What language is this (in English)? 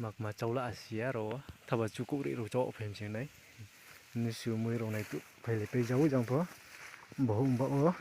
Riang (India)